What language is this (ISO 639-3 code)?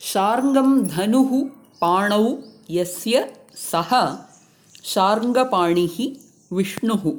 san